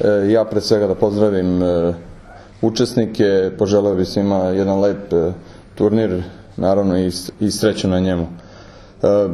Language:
Serbian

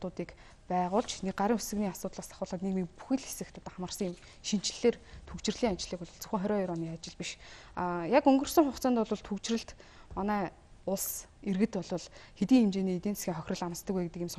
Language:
Mongolian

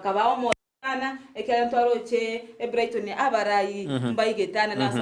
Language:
Gusii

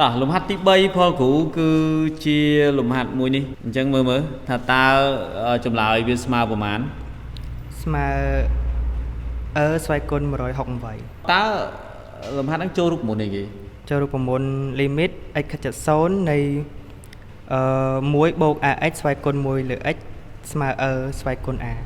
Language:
Khmer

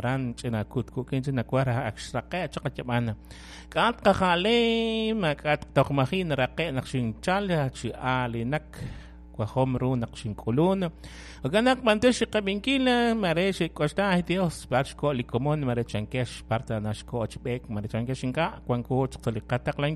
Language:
Kekchí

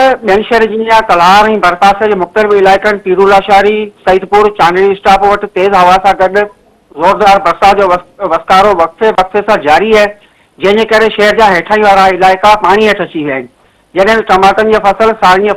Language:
Sindhi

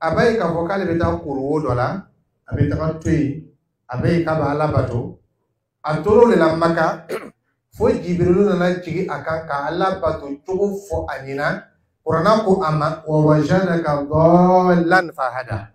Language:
Dyula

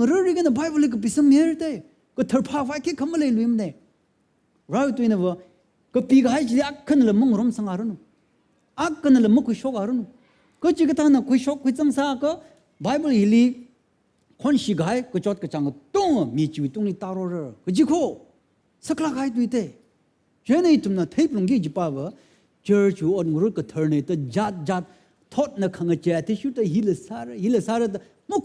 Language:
Tangkhul Naga (India)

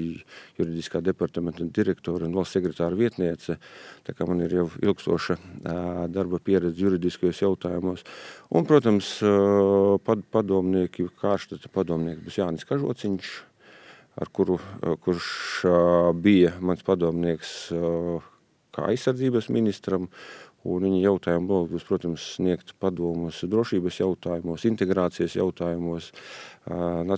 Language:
Latvian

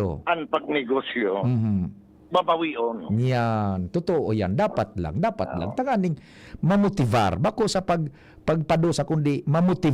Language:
Bikol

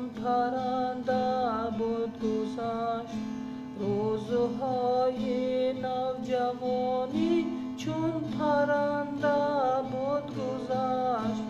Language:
Tajik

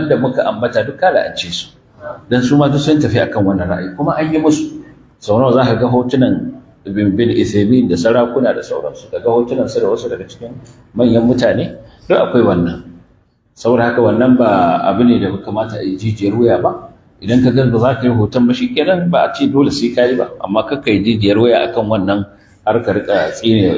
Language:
Hausa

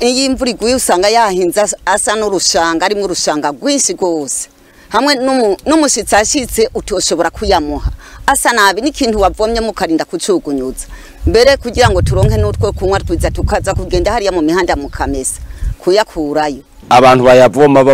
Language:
Rundi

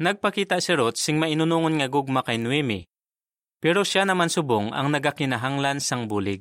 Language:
Hiligaynon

